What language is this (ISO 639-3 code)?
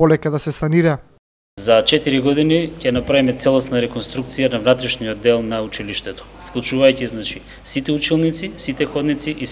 mkd